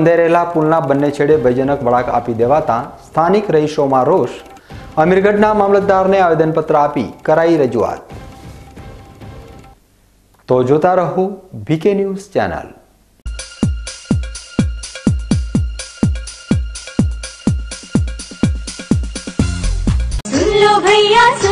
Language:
Gujarati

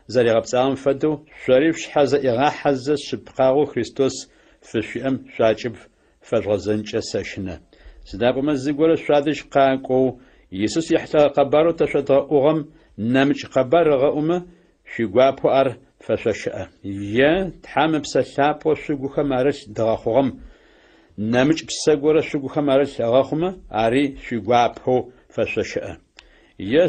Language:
Adyghe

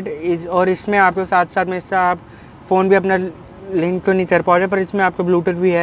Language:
Hindi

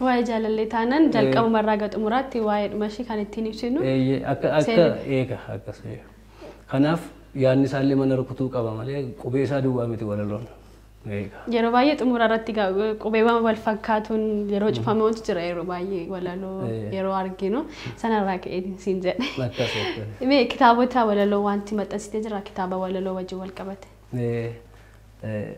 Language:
Oromo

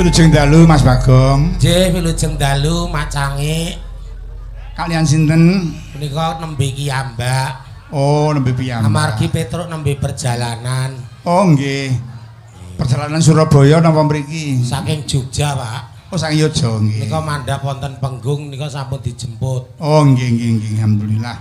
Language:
Javanese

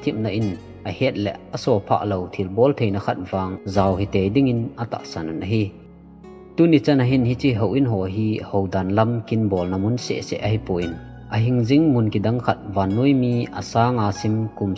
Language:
Thado Chin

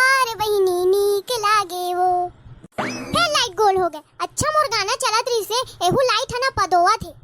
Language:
Chhattisgarhi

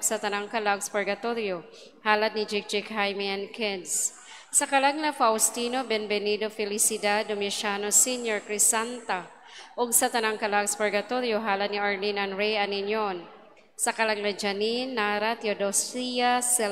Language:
Cebuano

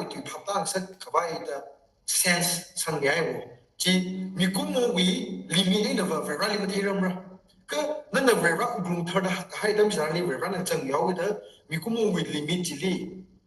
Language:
Tangkhul Naga (India)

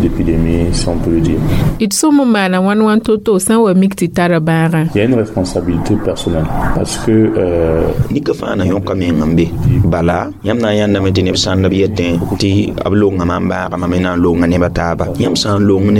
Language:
Mossi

